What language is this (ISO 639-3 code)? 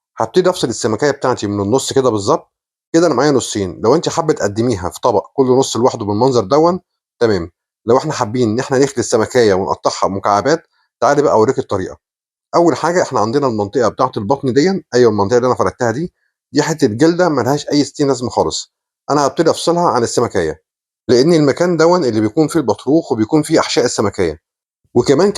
arz